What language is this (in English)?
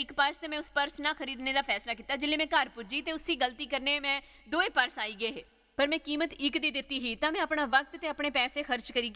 Dogri